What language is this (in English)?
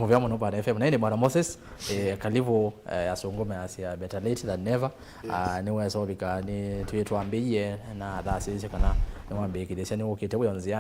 Kamba